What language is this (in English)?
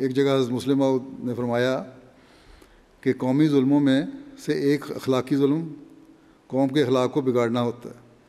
Urdu